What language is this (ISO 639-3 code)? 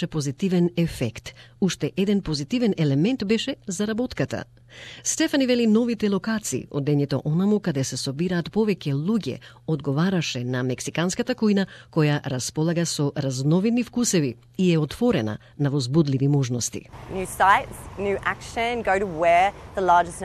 mkd